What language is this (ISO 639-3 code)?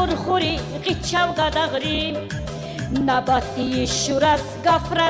tab